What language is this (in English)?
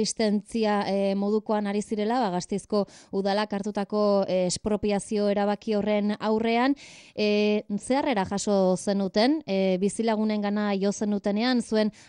Basque